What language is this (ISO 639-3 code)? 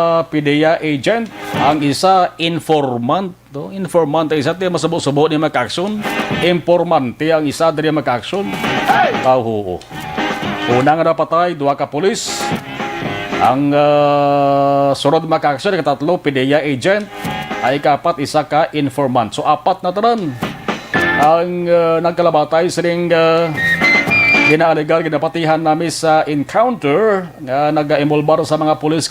hil